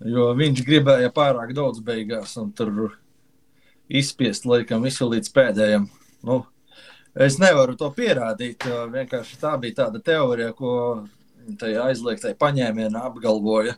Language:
Latvian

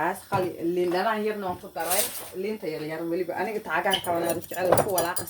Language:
Somali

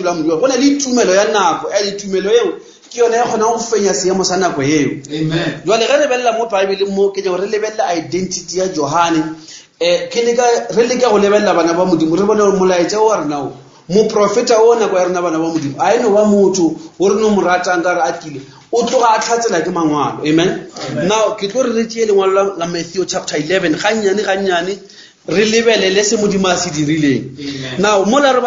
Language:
Northern Sotho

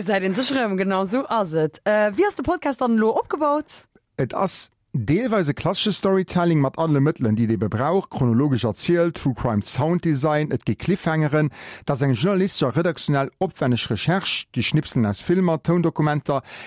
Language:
Luxembourgish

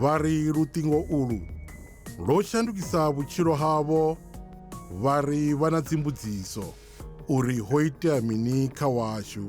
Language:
Venda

